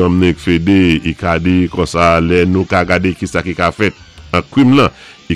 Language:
Saint Lucian Creole French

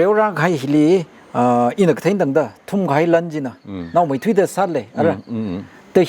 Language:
Tangkhul Naga (India)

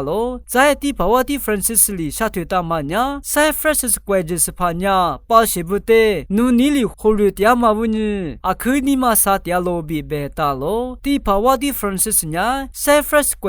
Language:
Lisu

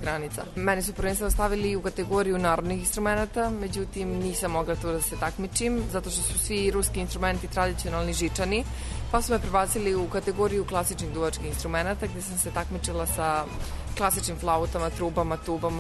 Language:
Serbian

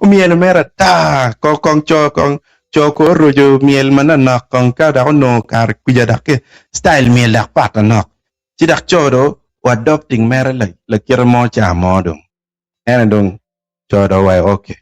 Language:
Acoli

